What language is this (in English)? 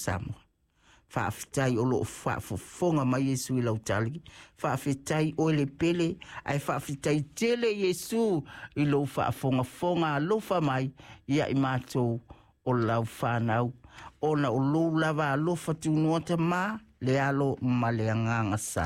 Samoan